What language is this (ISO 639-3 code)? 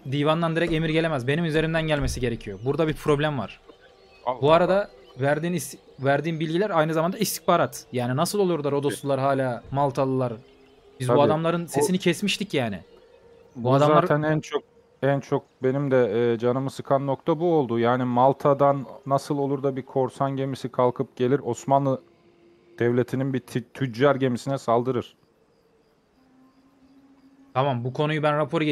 tur